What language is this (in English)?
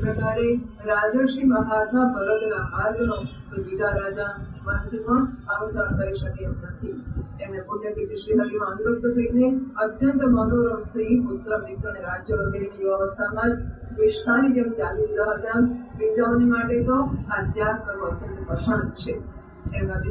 Gujarati